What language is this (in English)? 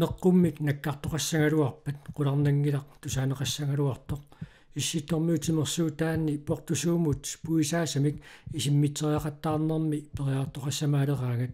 Kalaallisut